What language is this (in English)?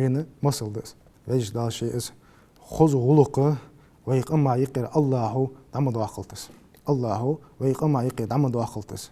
Ingush